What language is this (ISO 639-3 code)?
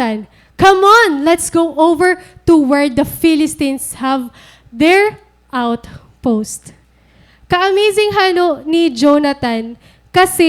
war